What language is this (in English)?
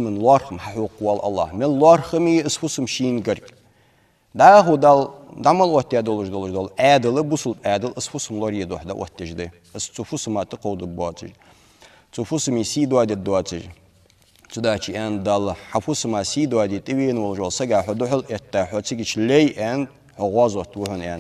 Ingush